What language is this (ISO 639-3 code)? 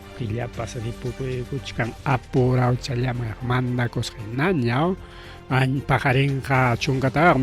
quy